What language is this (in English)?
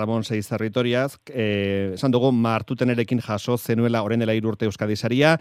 Basque